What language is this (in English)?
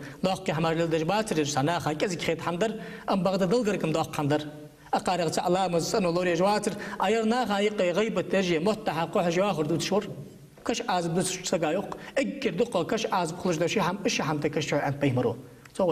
Ingush